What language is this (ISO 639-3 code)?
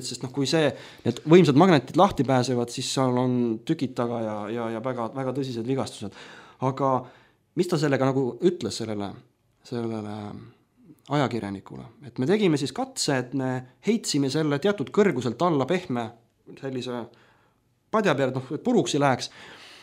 est